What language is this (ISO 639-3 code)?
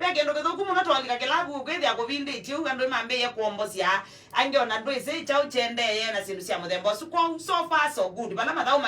kam